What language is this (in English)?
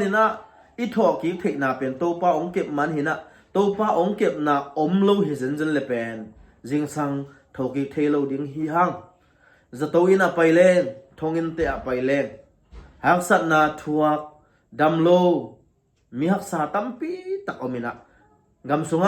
Tedim Chin